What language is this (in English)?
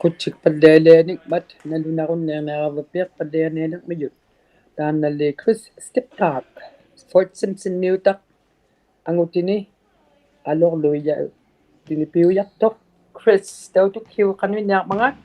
Inuktitut